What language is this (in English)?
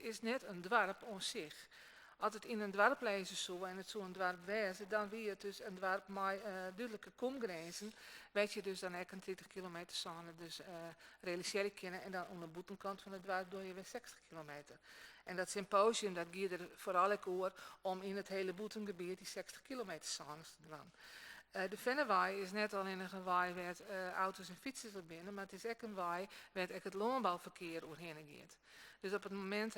Western Frisian